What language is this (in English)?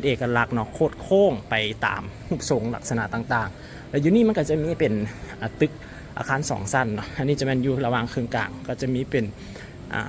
Lao